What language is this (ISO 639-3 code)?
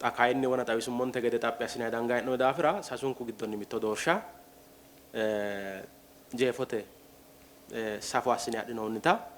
sid